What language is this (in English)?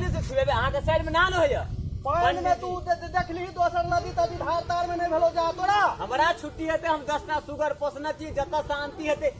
Maithili